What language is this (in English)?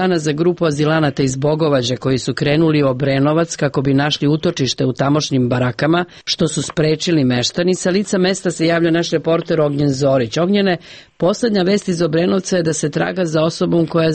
Serbian